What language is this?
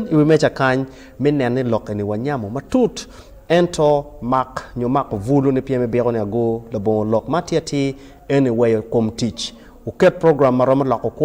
Acoli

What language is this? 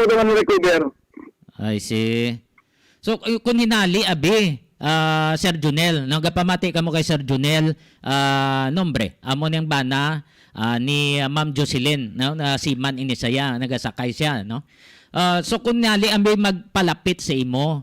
Hiligaynon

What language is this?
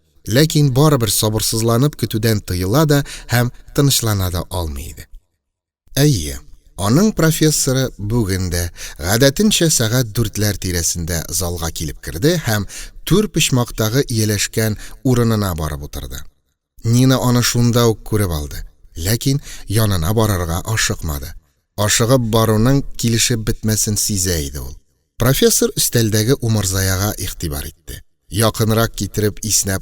Tatar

